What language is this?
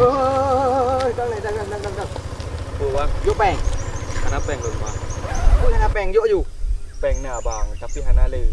Achinese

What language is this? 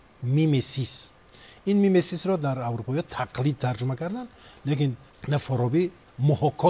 Tajik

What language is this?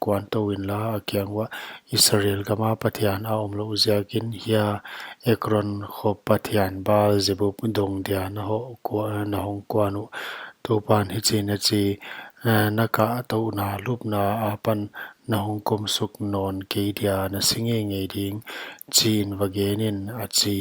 Paite Chin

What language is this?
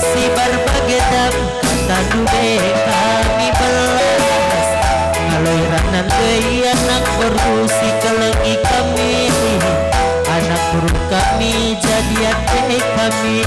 Batak Karo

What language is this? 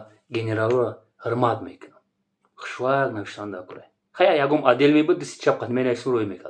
Tajik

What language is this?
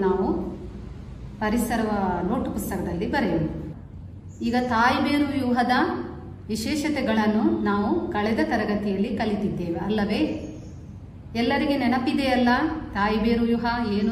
Kannada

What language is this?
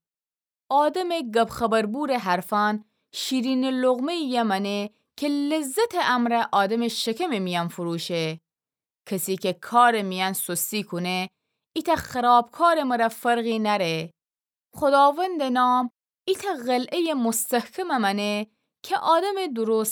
Gilaki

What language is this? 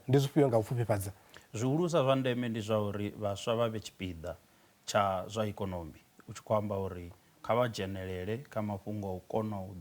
Venda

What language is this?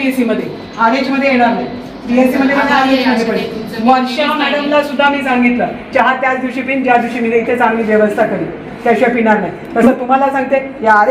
Marathi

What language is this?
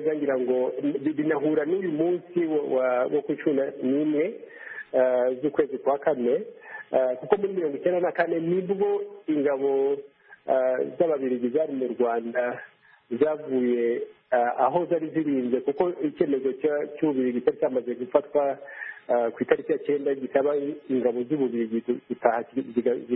Kinyarwanda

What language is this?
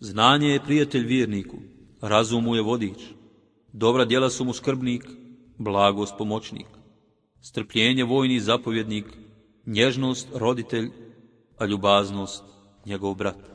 Bosnian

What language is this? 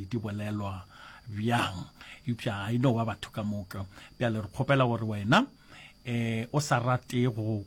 Northern Sotho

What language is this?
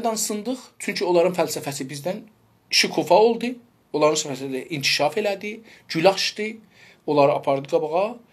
South Azerbaijani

